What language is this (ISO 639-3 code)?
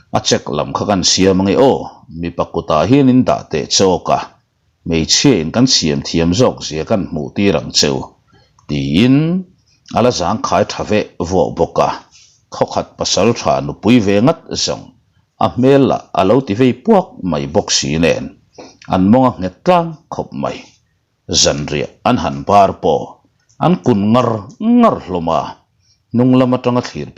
lus